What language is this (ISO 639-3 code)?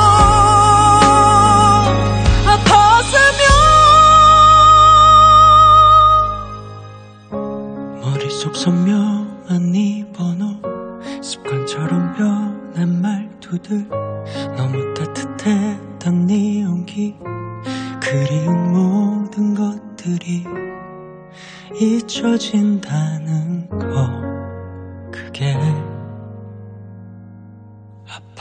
kor